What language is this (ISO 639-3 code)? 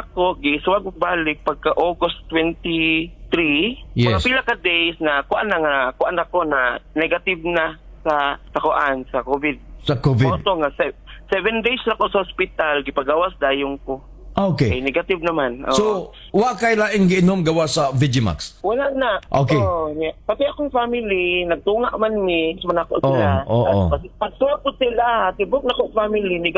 ceb